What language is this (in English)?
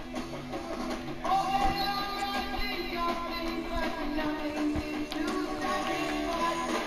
English